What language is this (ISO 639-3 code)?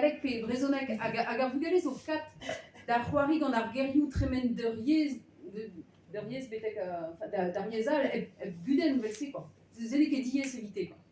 bre